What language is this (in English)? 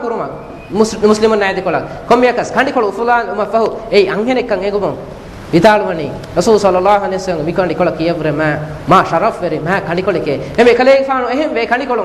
Divehi